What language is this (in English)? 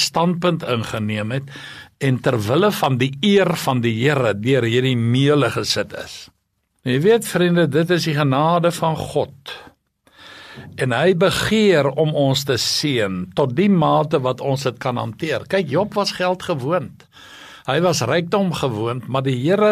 Afrikaans